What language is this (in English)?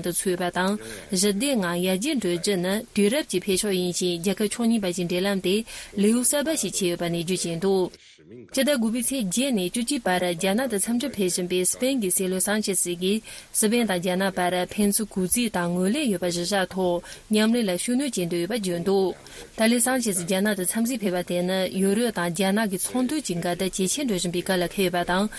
Tibetan